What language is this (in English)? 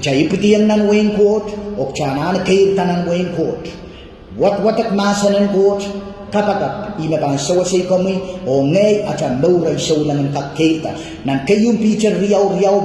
Pohnpeian